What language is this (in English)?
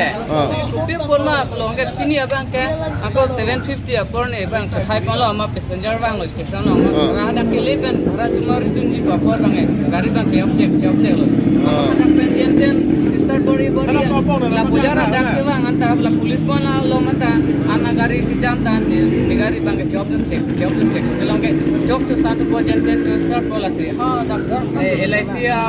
Karbi